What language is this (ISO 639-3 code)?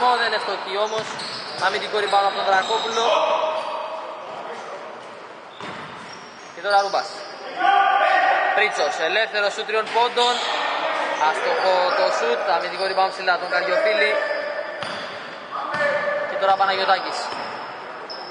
ell